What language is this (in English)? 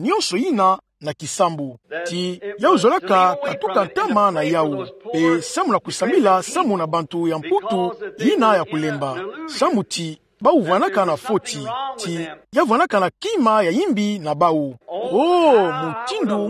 Kituba (Democratic Republic of Congo)